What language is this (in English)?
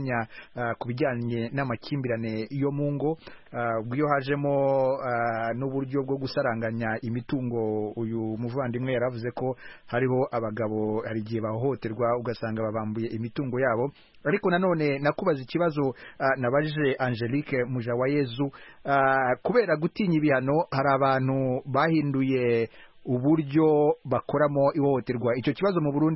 Kinyarwanda